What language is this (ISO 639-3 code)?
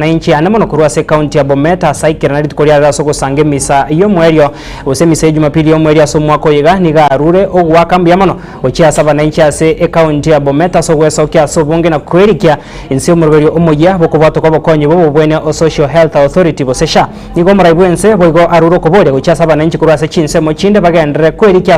guz